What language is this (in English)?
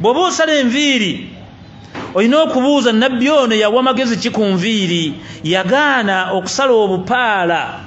Ganda